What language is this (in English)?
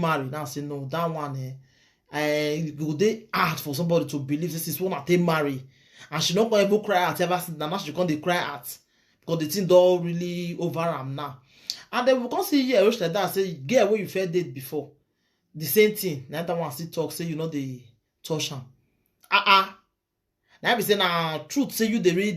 Nigerian Pidgin